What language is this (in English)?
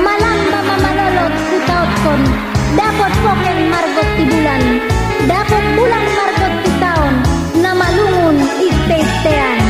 Batak Angkola